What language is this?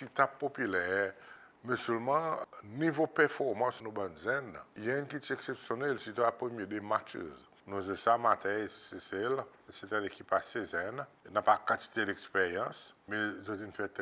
Seselwa Creole French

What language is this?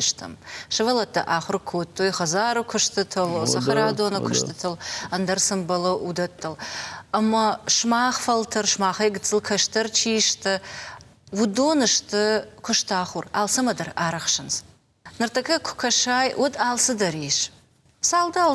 Ossetic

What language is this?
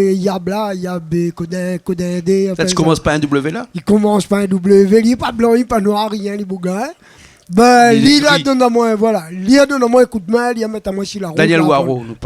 Réunion Creole French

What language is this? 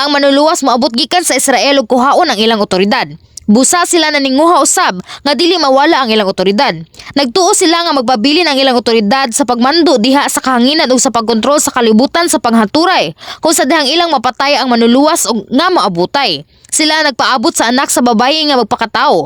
Cebuano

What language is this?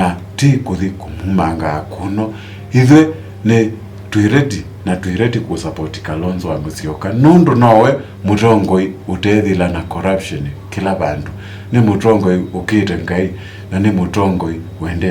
Kamba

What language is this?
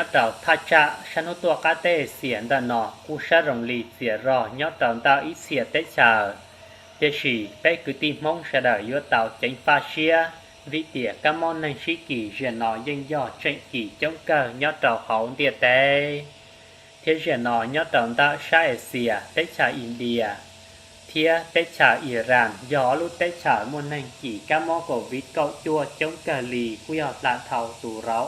Hmong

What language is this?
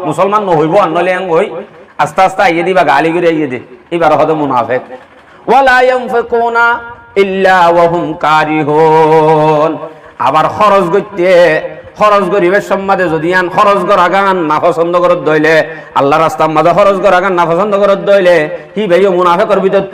Rohingya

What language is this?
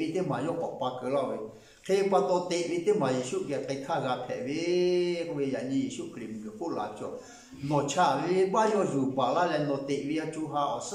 Lahu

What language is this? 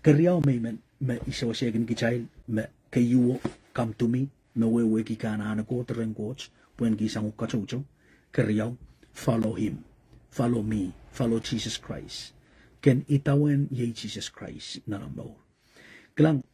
Pohnpeian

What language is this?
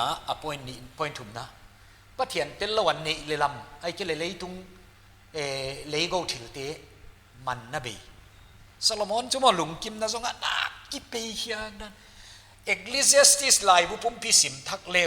Paite Chin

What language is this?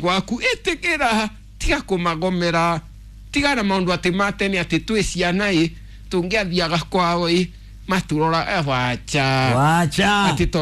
Kikuyu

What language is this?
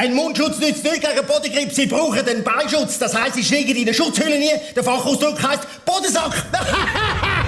Swiss German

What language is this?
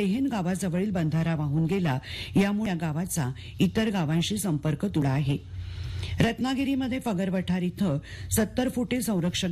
Marathi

